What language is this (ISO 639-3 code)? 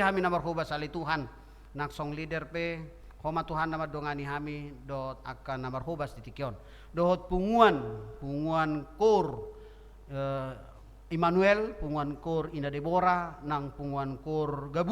bbc